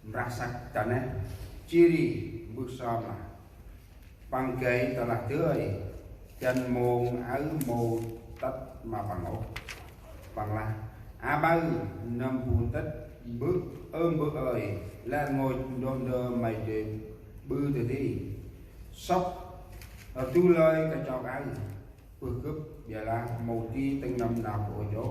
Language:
Central Mnong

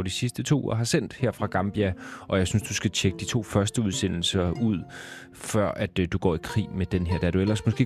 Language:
Danish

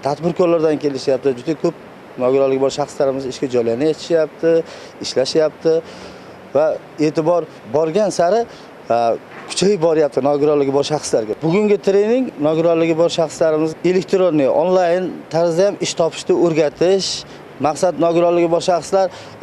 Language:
Uzbek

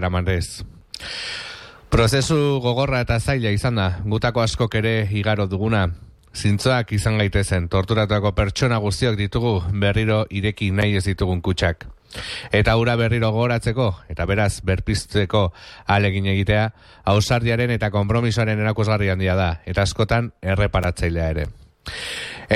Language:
Basque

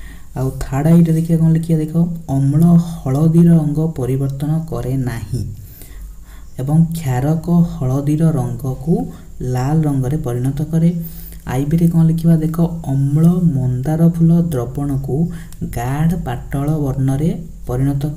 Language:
Odia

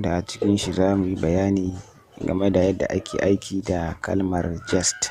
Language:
Hausa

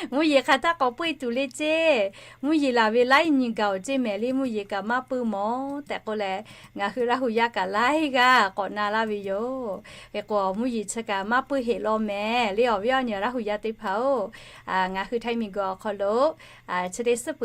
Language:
Lahu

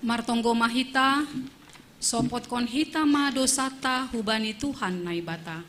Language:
Batak Simalungun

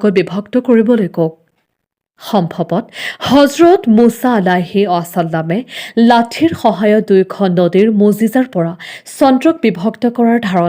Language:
Assamese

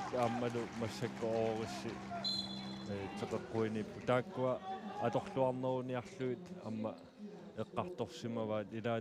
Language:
Kalaallisut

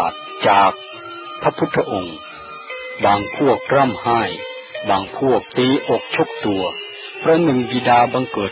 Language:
Thai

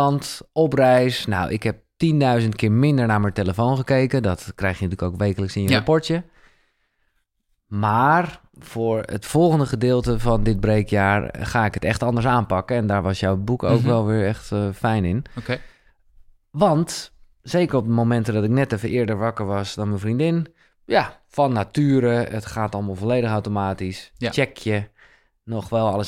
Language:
Dutch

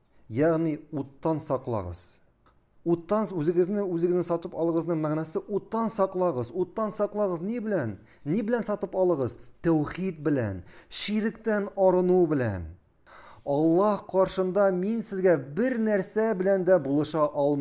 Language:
Tatar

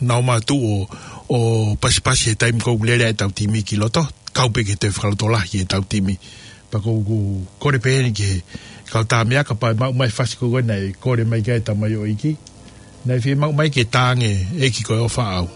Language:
Tongan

